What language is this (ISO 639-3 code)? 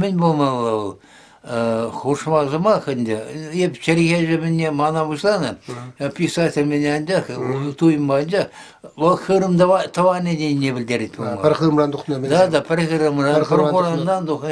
chv